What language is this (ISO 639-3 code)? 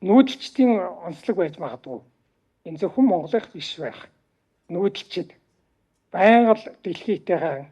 mon